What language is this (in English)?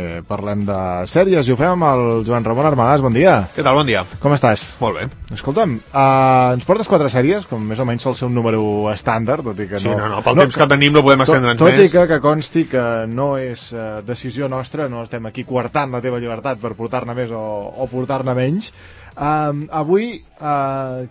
Catalan